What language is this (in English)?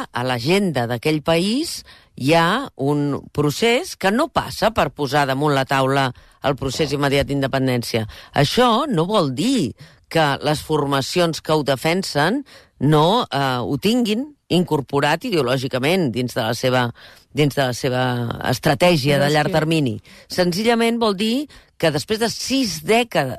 Catalan